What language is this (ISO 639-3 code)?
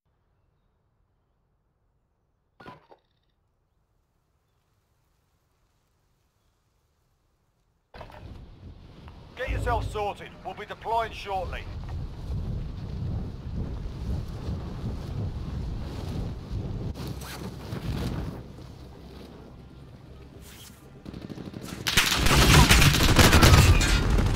eng